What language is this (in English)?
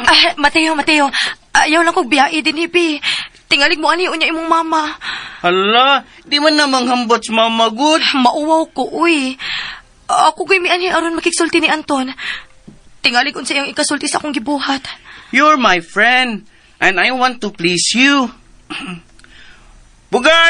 Cebuano